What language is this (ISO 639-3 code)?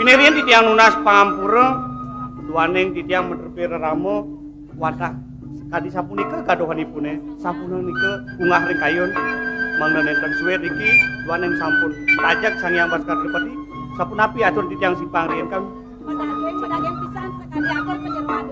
ban